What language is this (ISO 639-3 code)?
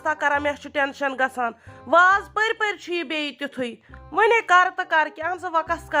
kas